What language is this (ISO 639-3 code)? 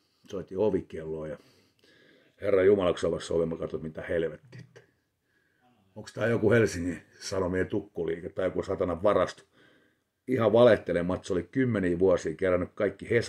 fin